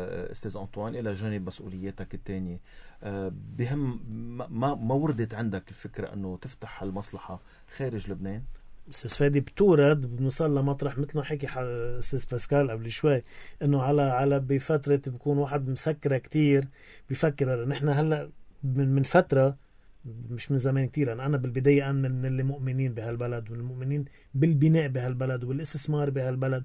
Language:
North Levantine Arabic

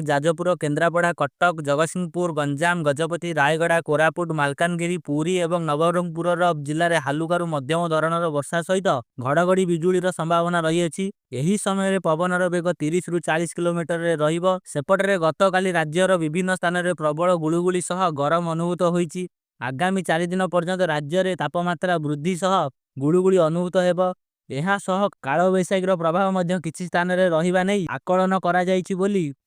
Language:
Odia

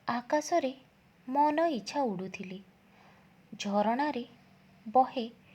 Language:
Odia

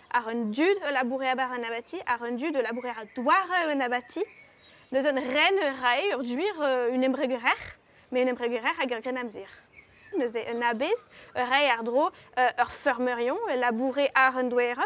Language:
Breton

